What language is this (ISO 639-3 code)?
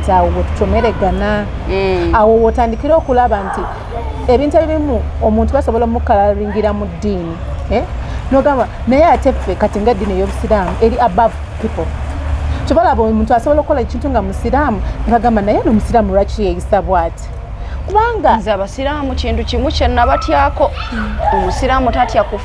lug